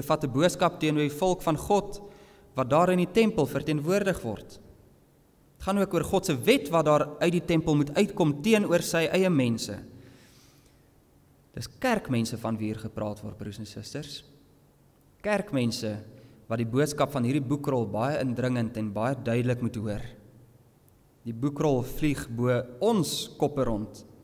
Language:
Afrikaans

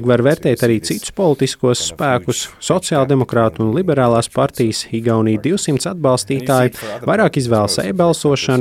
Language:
Latvian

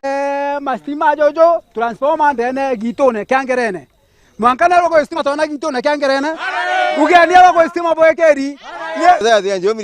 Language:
Meru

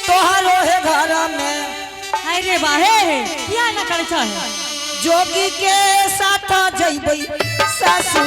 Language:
Angika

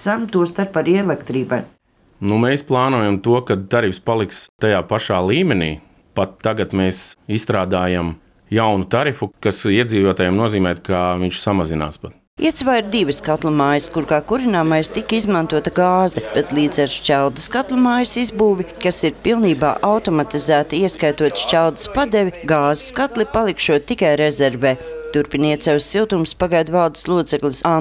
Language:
Latvian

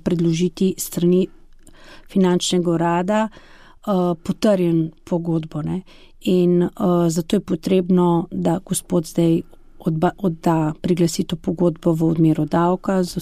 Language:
Slovenian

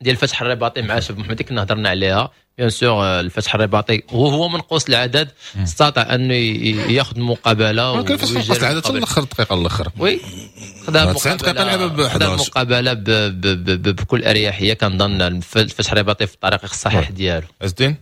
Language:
Moroccan Arabic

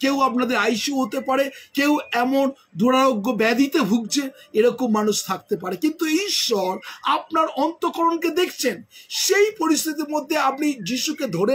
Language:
Bangla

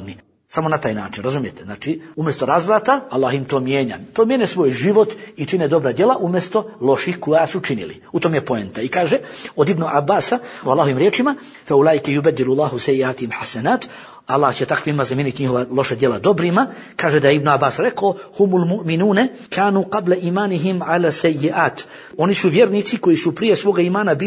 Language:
Bosnian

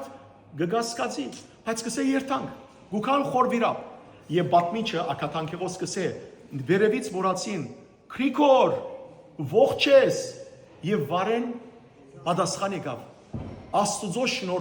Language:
Western Armenian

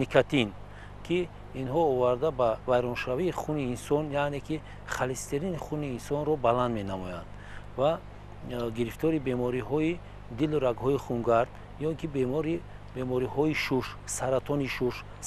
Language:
Tajik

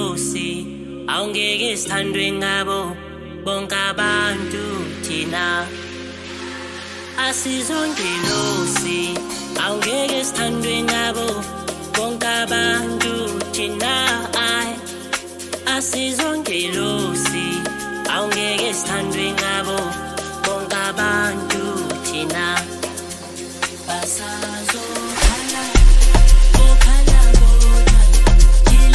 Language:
Zulu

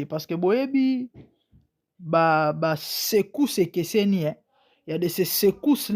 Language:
Lingala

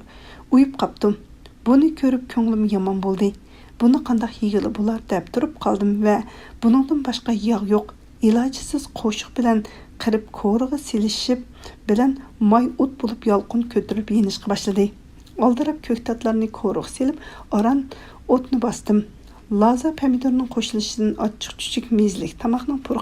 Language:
Uyghur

